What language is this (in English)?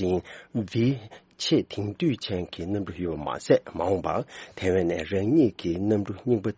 Tibetan